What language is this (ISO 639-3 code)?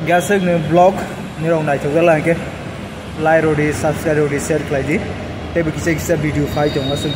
trp